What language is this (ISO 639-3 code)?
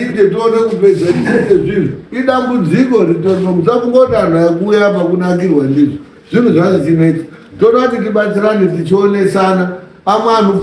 sna